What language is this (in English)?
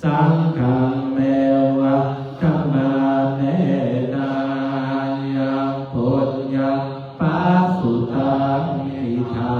Pali